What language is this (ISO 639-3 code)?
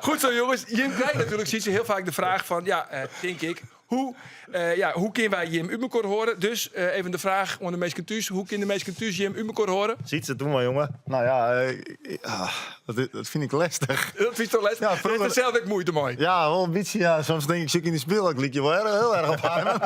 fry